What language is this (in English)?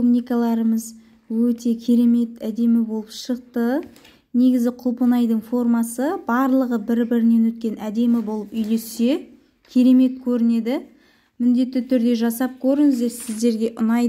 Kazakh